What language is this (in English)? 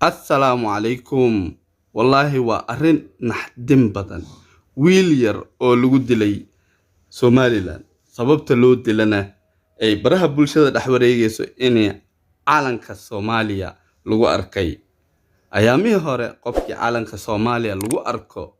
Somali